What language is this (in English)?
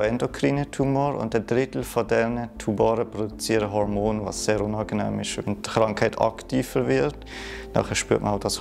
Swiss German